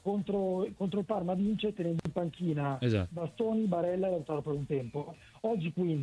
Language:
Italian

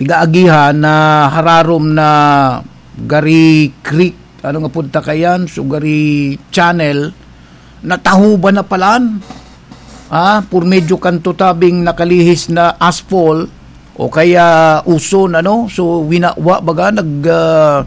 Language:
Bikol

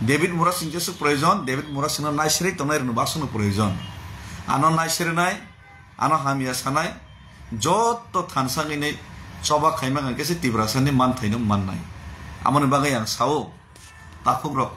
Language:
Kok Borok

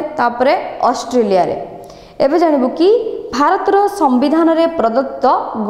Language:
Odia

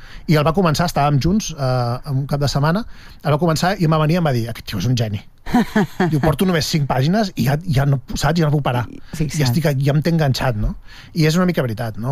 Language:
Catalan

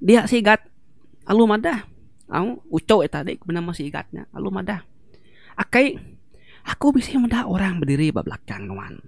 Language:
Iban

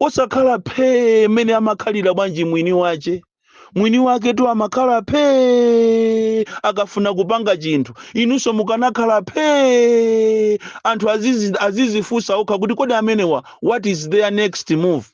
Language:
Nyanja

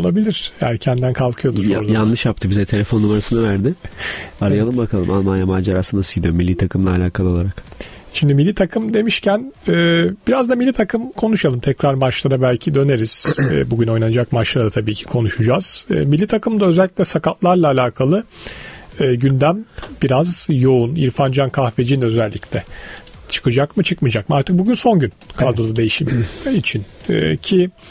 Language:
Turkish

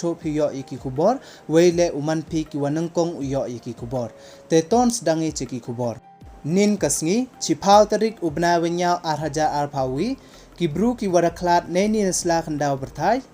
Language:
Pnar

